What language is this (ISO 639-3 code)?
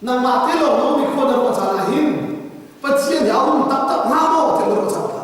cnh